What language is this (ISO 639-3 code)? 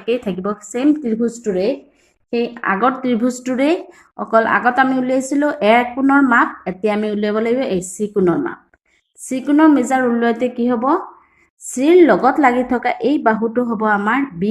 asm